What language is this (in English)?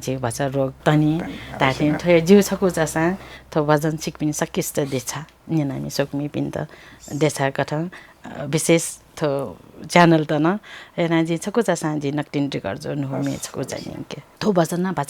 Newari